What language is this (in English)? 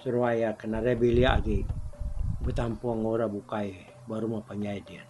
Iban